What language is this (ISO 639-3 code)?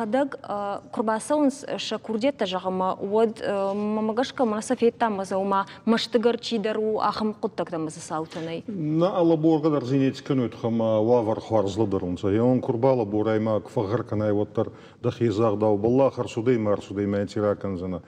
oss